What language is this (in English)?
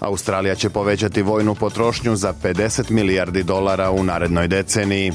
Bosnian